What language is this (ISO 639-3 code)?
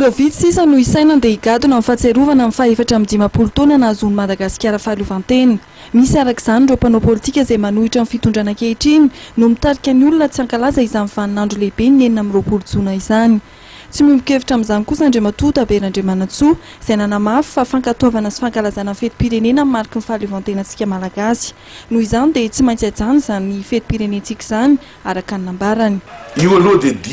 mlg